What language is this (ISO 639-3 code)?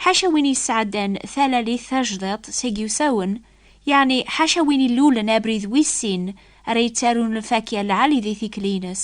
kab